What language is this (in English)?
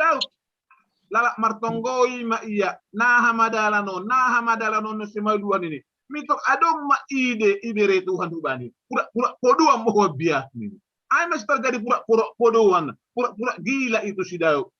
Batak Simalungun